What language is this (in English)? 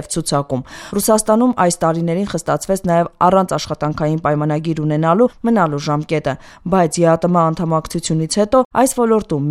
Armenian